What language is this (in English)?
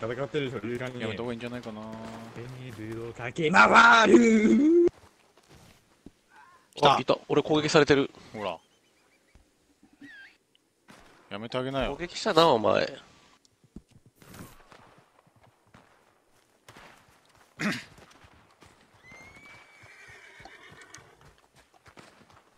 Japanese